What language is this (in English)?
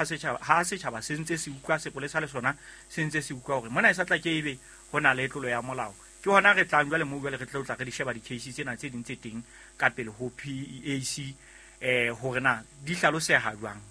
Southern Sotho